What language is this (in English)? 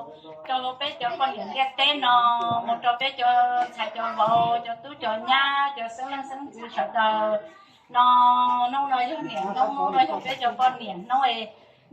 Hmong